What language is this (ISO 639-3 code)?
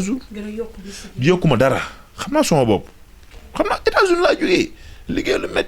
wol